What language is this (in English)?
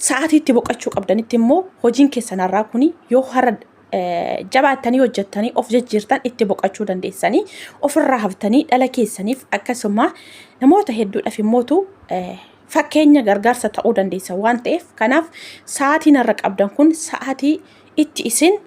Oromo